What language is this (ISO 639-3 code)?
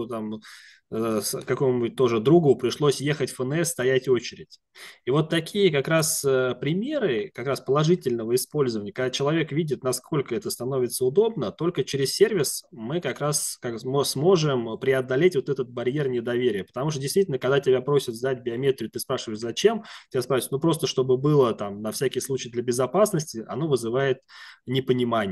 rus